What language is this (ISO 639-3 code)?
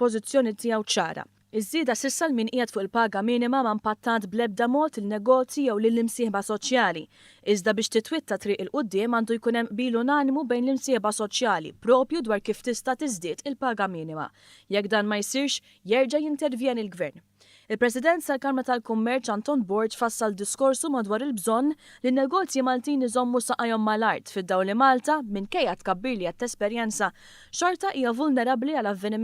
mlt